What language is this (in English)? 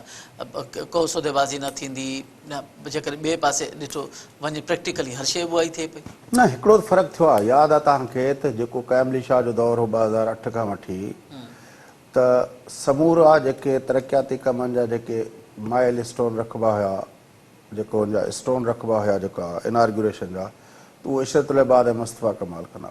Sindhi